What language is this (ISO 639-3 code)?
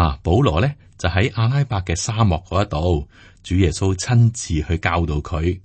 yue